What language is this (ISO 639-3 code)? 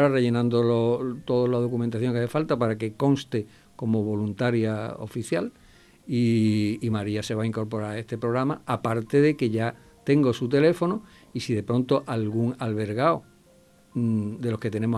spa